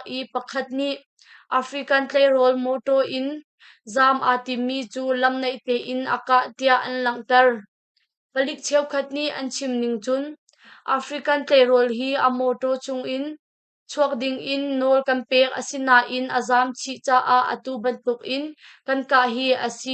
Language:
Hakha Chin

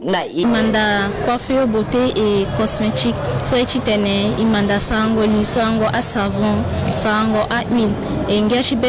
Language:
Sango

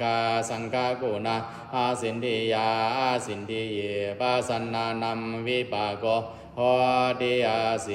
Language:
Pali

